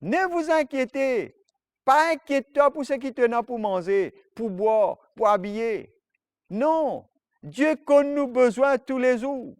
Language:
Morisyen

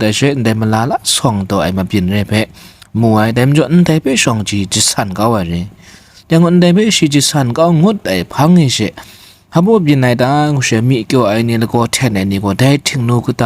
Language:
Kachin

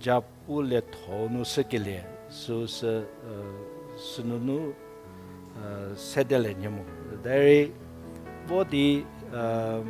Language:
Angami Naga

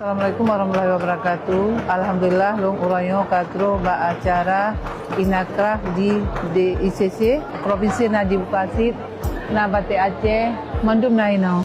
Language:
Achinese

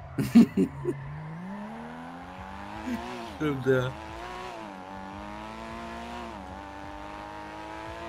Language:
German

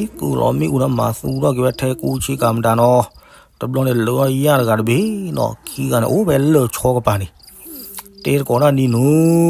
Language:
S'gaw Karen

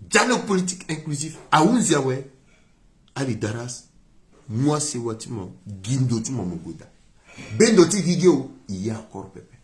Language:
Sango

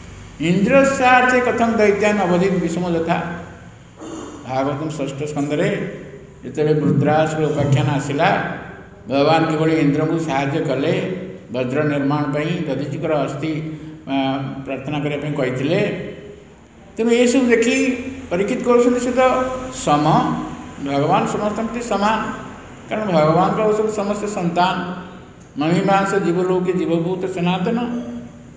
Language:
Odia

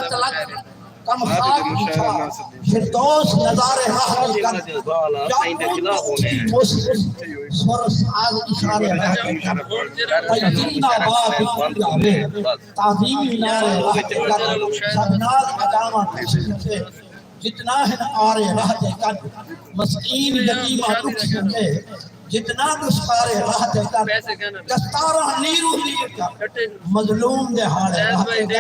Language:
Saraiki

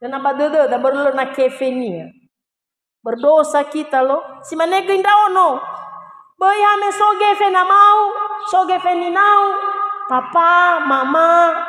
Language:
Nias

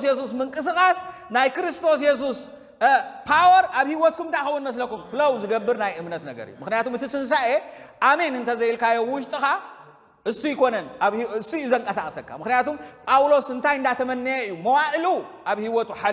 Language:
Tigrinya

